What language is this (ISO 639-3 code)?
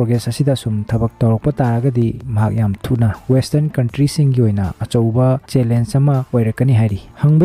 mni